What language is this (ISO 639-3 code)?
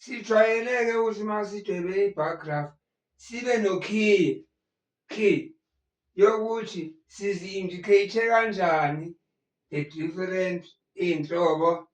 zul